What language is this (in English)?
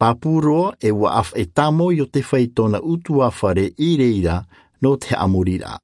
Tahitian